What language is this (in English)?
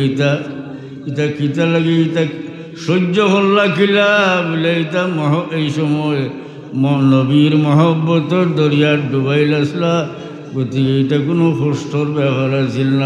Sylheti